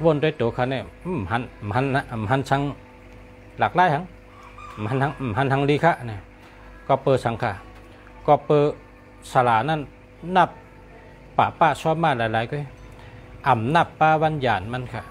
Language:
Shan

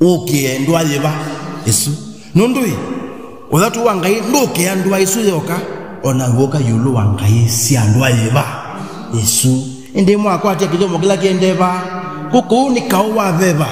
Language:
Kamba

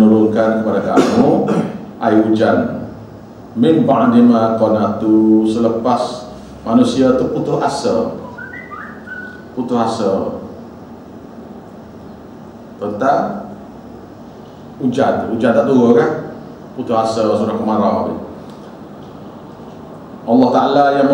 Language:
Malay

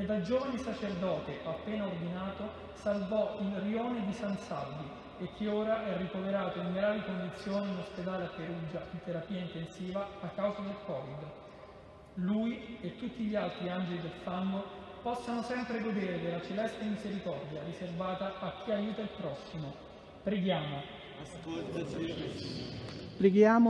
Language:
Italian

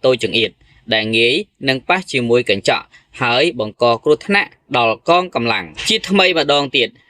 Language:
Khmer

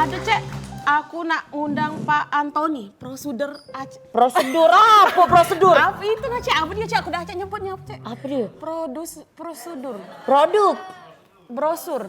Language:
Musi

